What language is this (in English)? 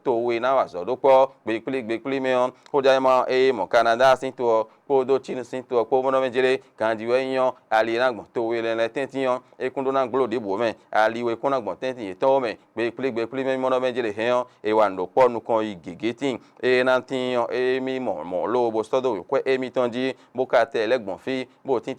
Fon